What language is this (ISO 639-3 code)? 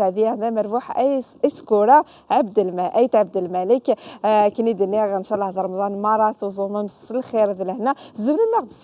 kab